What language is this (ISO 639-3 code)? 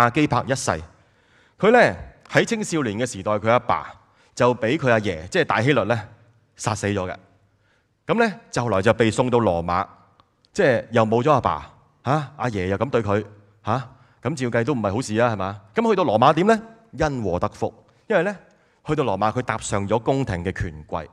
yue